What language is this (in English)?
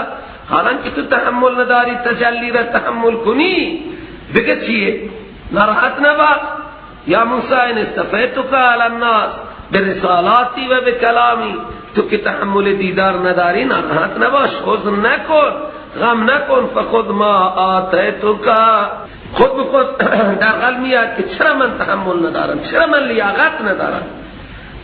Persian